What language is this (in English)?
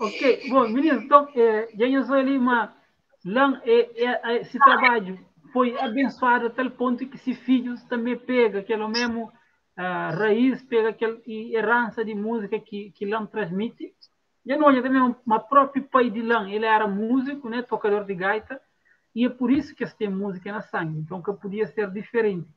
Kabuverdianu